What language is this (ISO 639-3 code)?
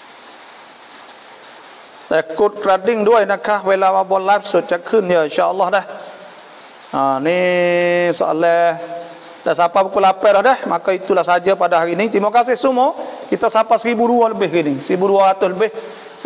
msa